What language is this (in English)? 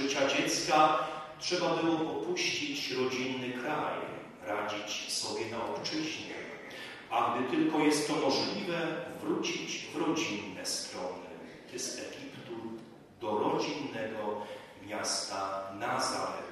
Polish